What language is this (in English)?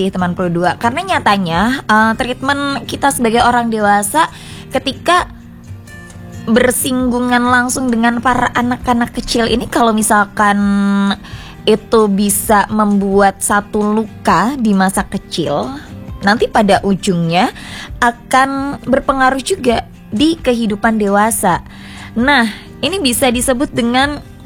Indonesian